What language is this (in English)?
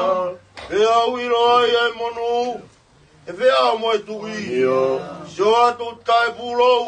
Tongan